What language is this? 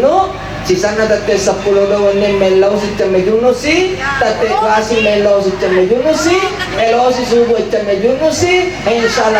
Buginese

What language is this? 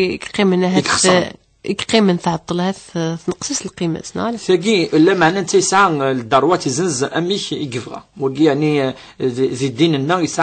Kabyle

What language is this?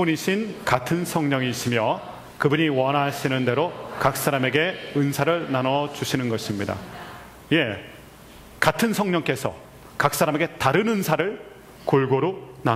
Korean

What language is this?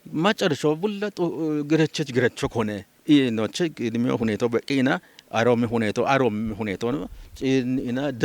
Kafa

